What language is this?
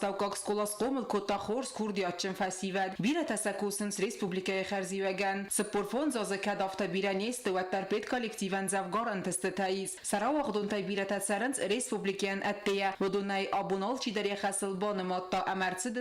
Ossetic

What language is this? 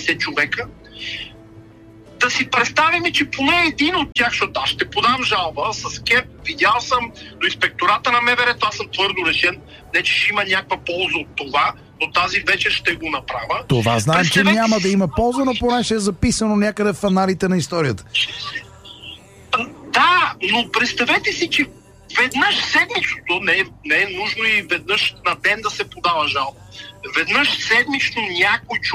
Bulgarian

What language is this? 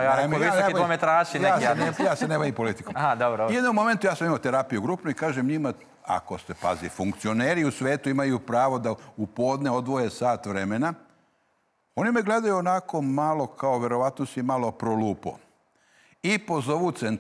Serbian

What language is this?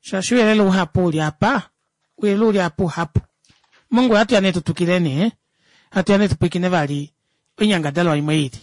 Kuanyama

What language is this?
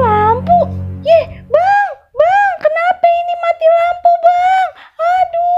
Betawi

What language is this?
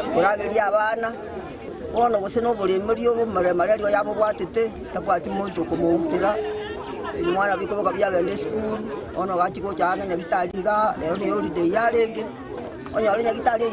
Gusii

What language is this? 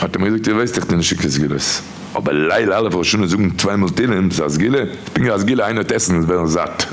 Yiddish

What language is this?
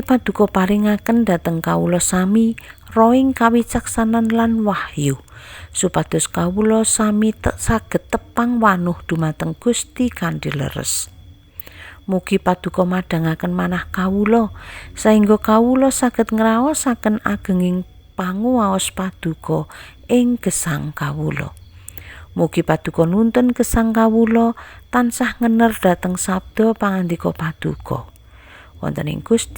Javanese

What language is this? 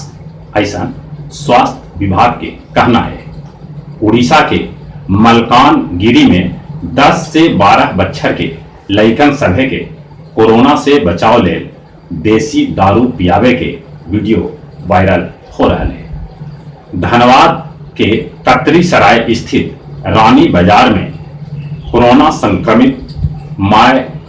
Magahi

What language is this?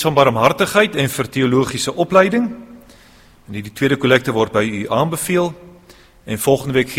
Afrikaans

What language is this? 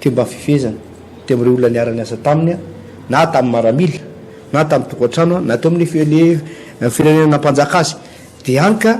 Malagasy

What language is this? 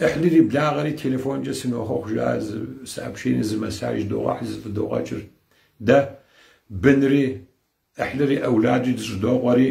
Kabardian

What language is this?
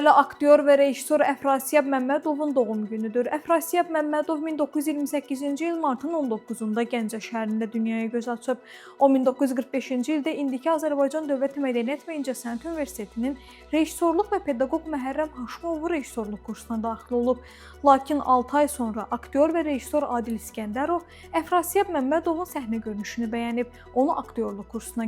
Azerbaijani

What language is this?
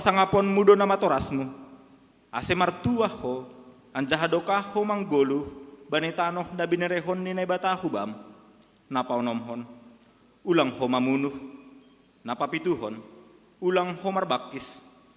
Batak Simalungun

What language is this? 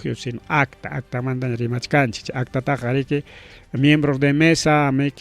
Ayacucho Quechua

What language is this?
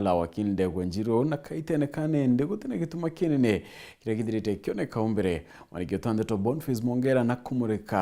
Meru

